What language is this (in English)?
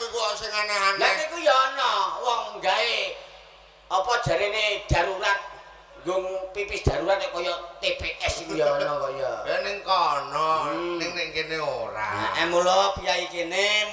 Javanese